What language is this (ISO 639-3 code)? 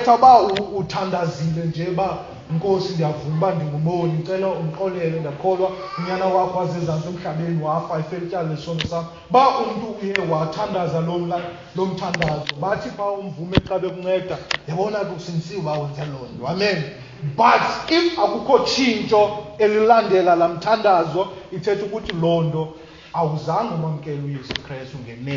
xho